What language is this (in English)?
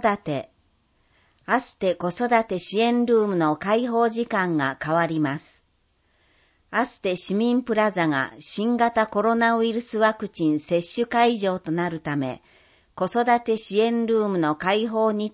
Japanese